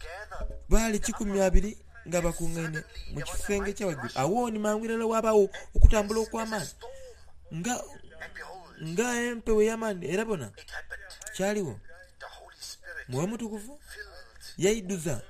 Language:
Soga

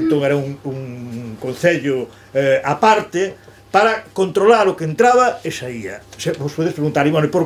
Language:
Galician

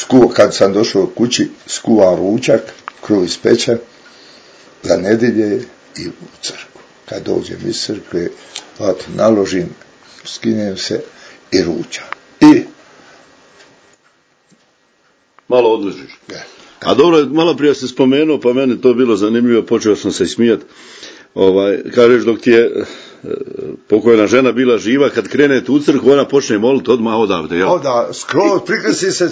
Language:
Bosnian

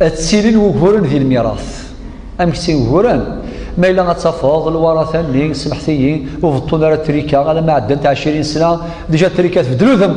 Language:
Kabyle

